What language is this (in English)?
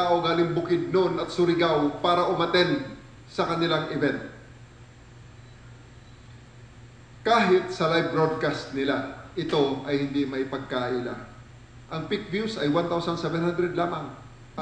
Filipino